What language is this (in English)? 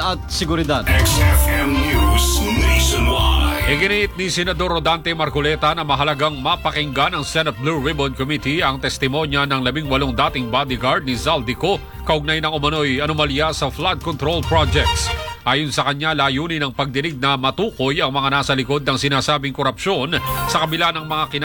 Filipino